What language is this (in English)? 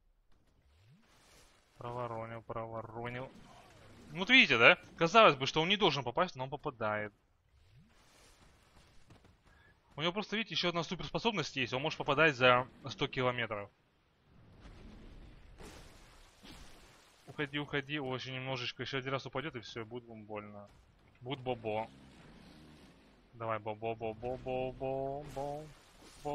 Russian